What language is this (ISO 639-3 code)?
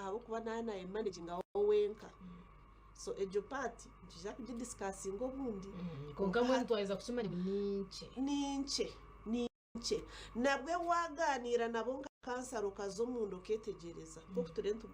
nyn